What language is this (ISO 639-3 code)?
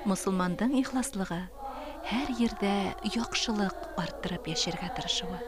bak